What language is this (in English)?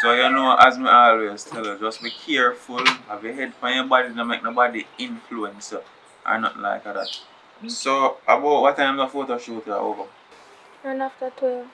Jamaican Creole English